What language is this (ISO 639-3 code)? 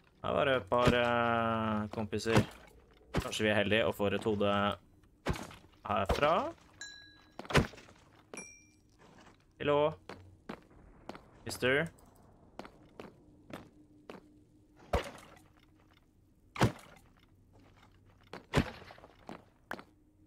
nor